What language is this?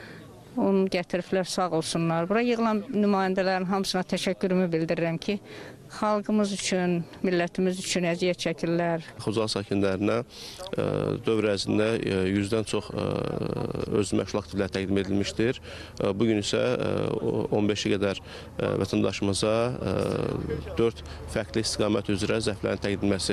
Azerbaijani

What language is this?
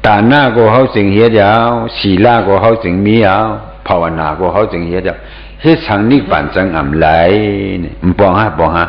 Shan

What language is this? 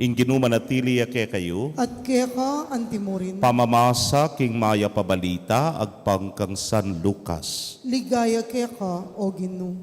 Pampanga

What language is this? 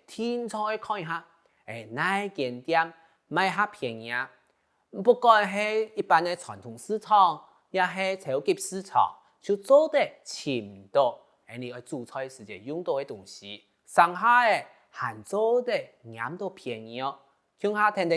Hakka Chinese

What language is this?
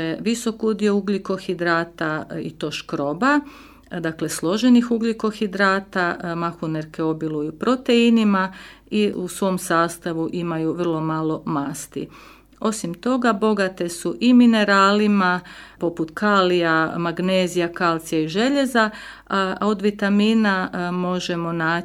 Croatian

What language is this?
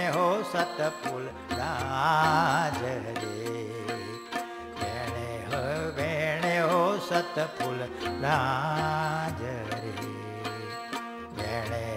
Gujarati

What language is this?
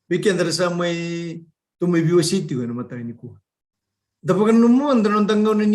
Fijian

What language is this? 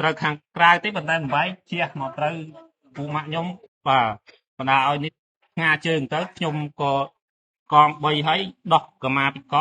Khmer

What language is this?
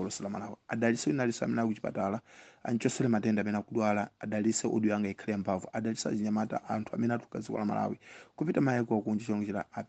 Nyanja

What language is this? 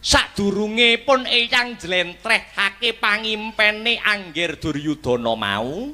Javanese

